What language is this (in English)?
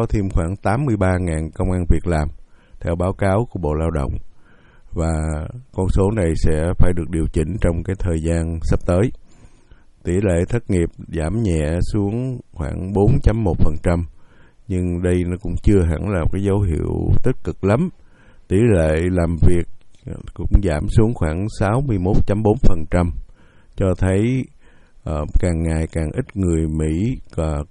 Vietnamese